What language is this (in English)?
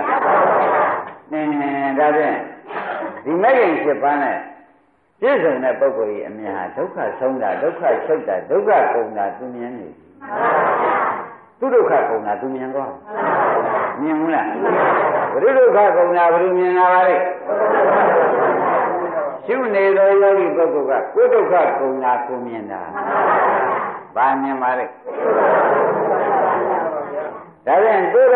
Burmese